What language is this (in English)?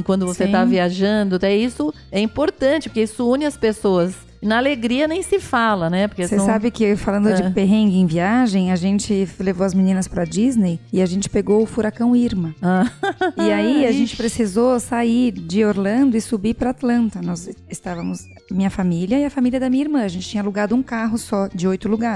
Portuguese